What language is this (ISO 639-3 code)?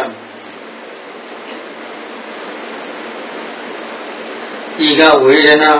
mya